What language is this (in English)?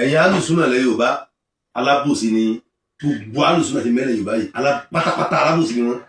Yoruba